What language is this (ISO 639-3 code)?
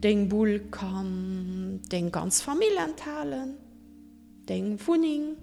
ltz